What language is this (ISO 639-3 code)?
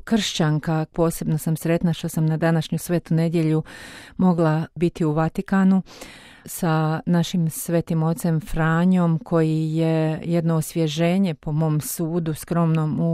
hrv